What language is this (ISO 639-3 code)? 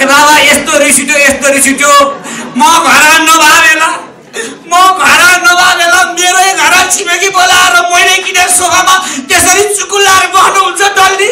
nep